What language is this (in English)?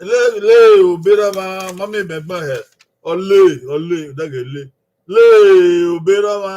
Bini